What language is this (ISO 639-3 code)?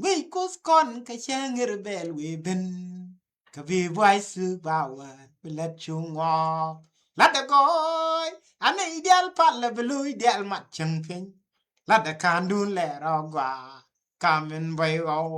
nus